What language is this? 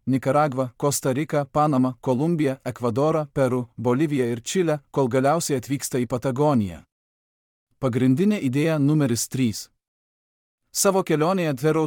Lithuanian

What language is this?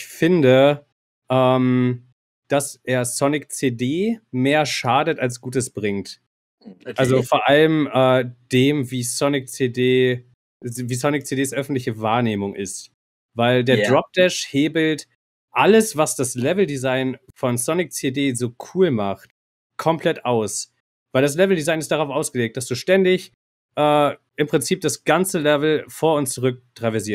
German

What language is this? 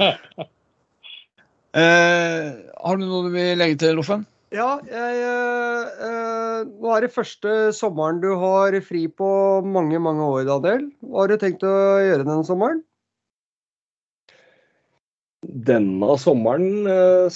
Norwegian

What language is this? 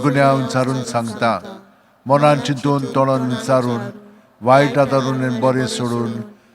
Konkani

